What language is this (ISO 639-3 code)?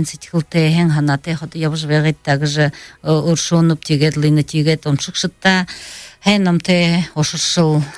bua